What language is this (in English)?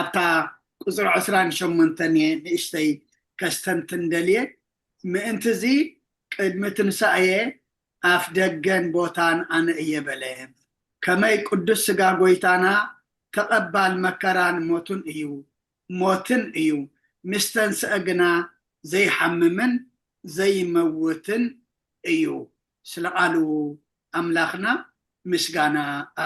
Tigrinya